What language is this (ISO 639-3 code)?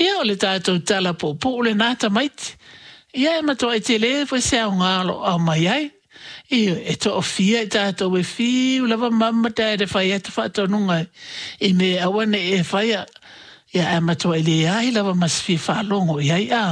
smo